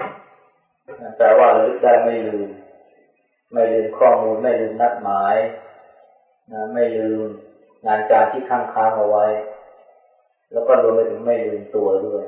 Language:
Thai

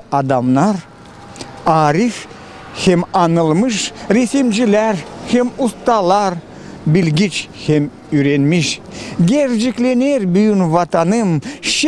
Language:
Gagauz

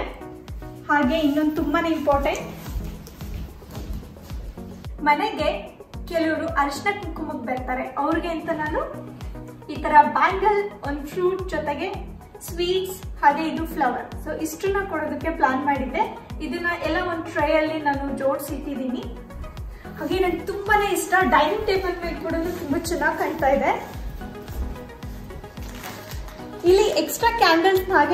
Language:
Kannada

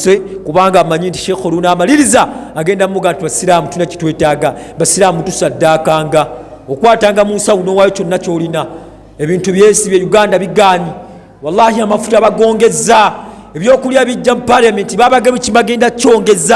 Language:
Ganda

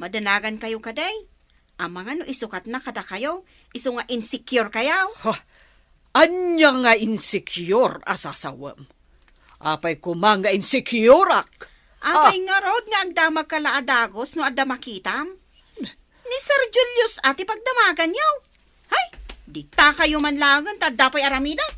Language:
Iloko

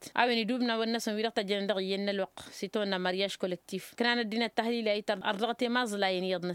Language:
Tamasheq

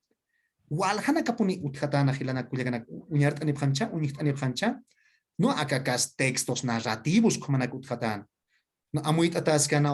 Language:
Aymara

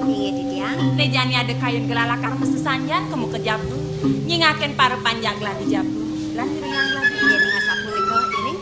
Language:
Balinese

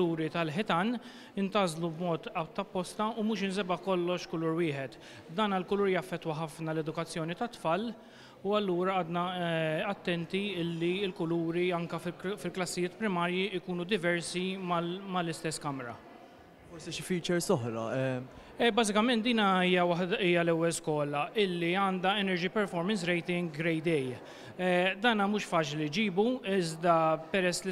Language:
Maltese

